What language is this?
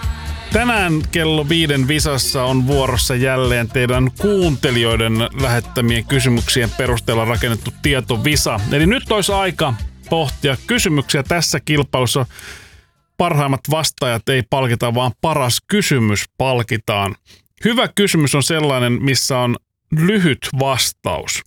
Finnish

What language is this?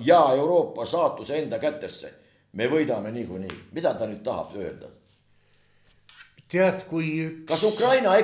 Estonian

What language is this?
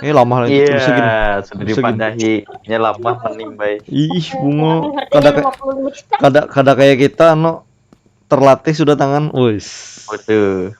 Banjar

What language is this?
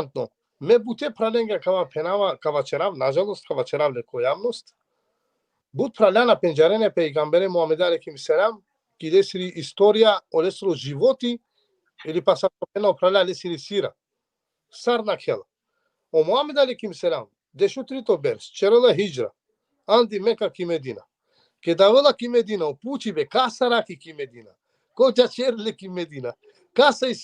Balkan Romani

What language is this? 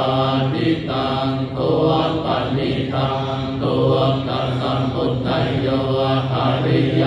Pali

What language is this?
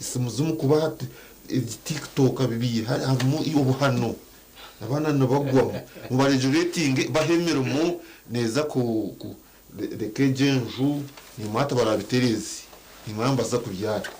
Nyankole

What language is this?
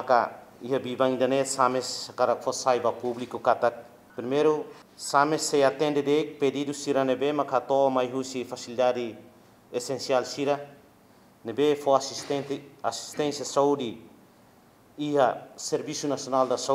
Tetum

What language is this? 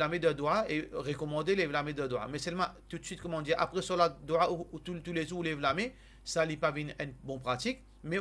Morisyen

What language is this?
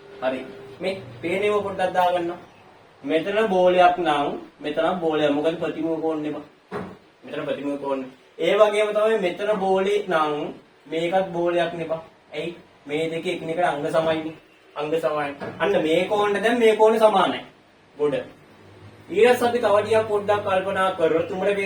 Sinhala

